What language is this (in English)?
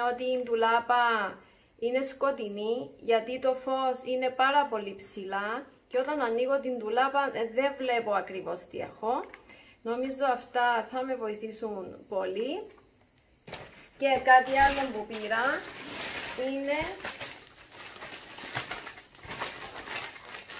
Greek